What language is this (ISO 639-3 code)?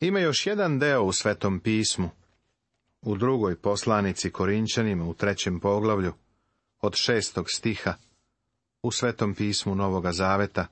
srp